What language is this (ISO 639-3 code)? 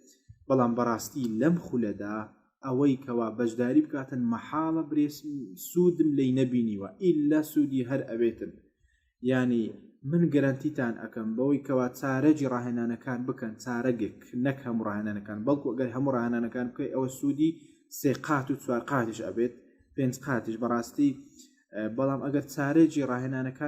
ckb